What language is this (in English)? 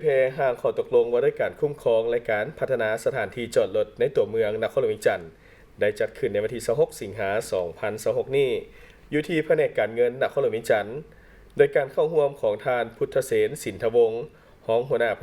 Lao